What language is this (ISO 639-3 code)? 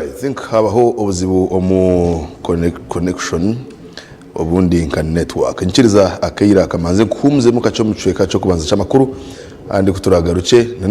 nyn